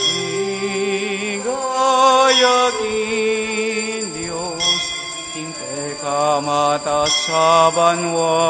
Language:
Pampanga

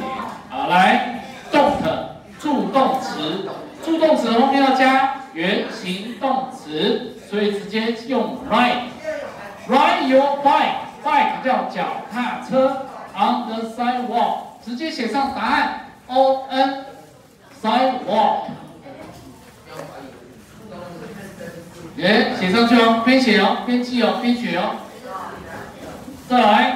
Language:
Chinese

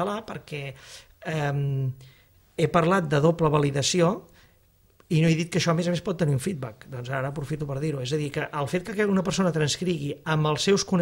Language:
Catalan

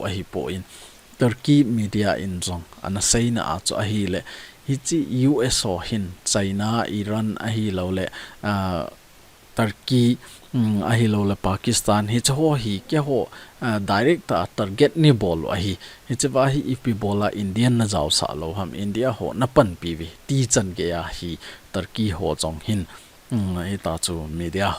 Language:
Thado Chin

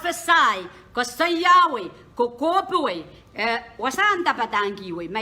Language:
Pohnpeian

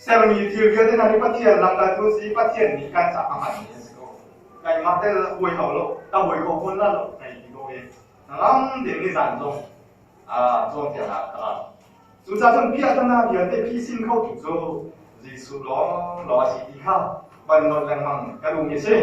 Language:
Hakha Chin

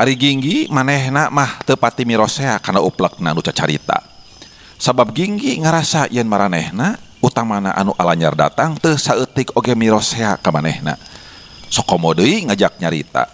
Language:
Sundanese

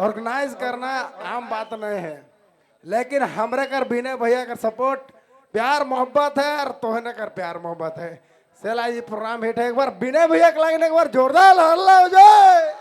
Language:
Sadri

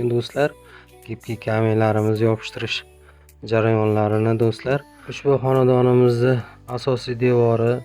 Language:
Uzbek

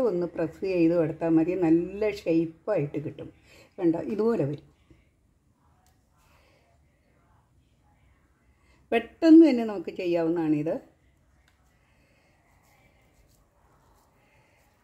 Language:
Malayalam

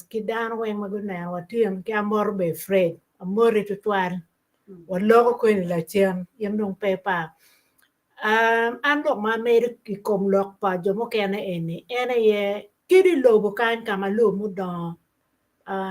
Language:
Acoli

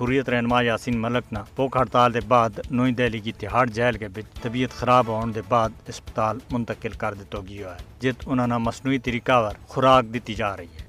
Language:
Gujari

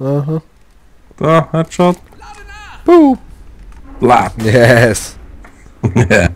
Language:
Swiss German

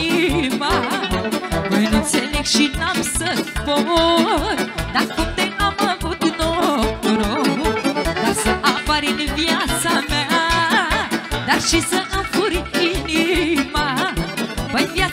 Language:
Romanian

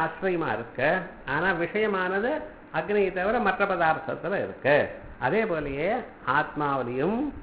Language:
Tamil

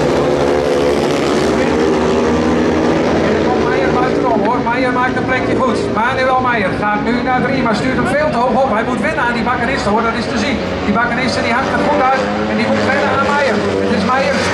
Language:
Dutch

